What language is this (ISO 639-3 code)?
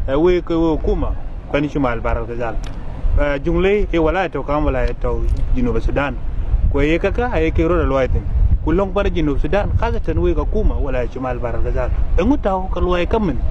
din